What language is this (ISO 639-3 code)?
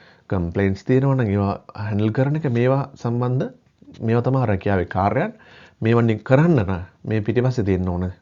sin